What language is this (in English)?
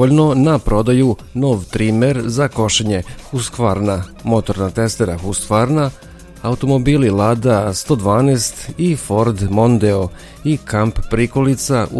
Serbian